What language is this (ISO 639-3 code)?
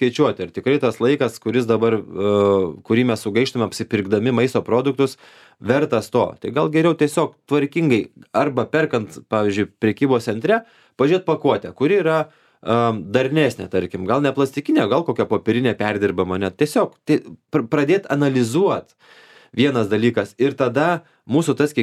lit